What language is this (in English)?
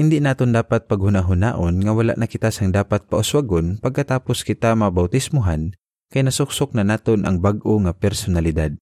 Hiligaynon